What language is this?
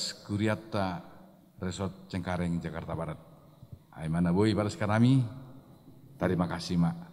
Batak Simalungun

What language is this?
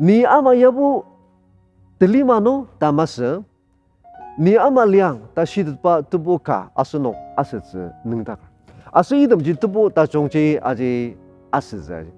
Ao Naga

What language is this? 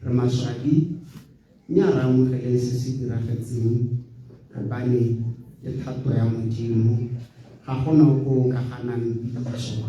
Tswana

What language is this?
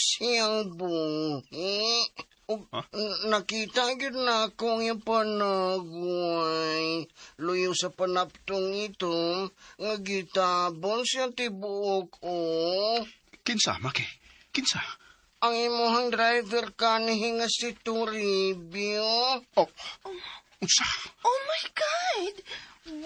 Cebuano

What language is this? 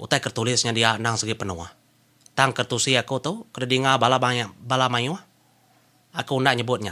Iban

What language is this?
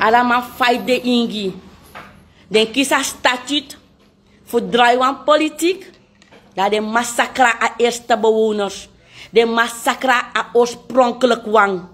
Sranan Tongo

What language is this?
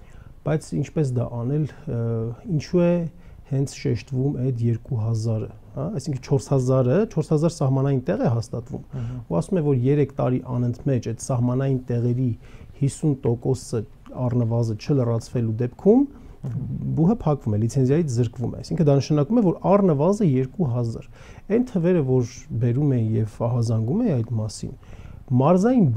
Armenian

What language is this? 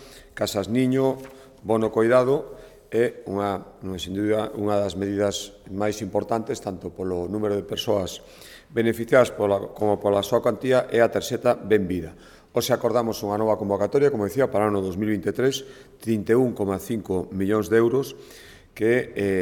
Galician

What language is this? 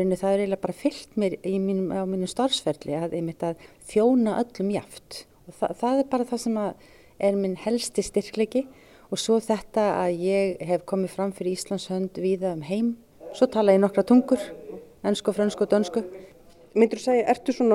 Icelandic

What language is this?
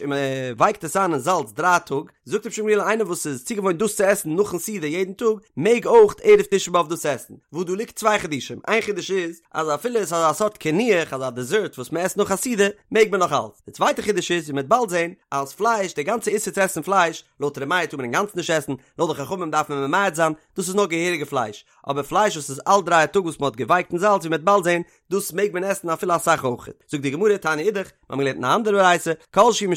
Yiddish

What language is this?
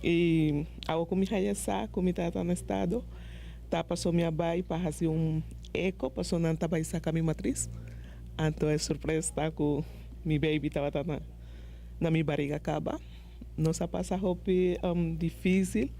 Papiamento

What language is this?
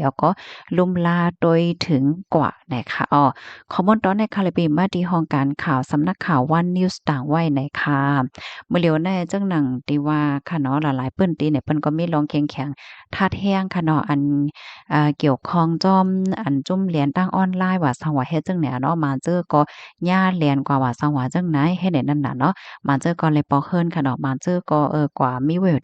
Shan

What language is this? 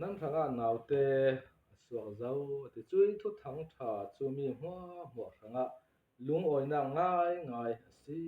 Falam Chin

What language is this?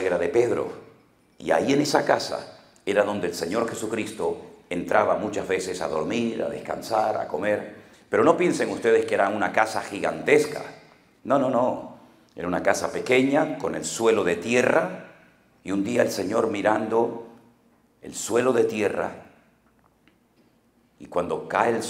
Spanish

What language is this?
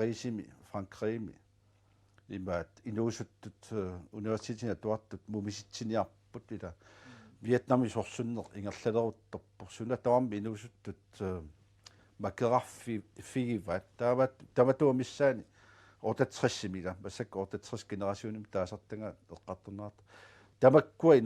Kalaallisut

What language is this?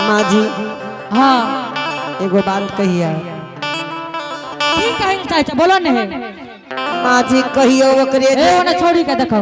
Angika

